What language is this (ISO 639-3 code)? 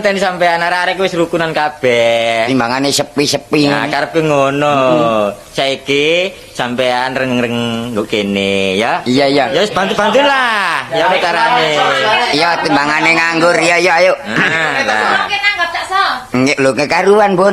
jav